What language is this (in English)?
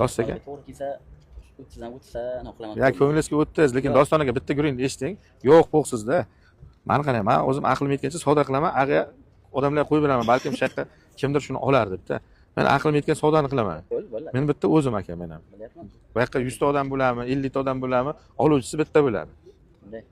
Uzbek